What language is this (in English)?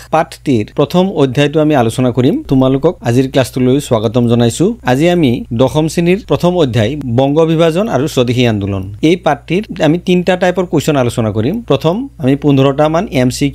Assamese